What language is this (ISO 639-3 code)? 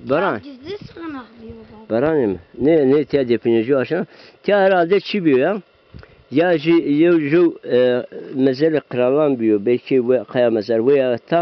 zza